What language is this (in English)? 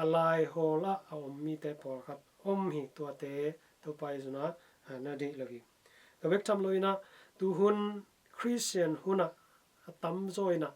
Tedim Chin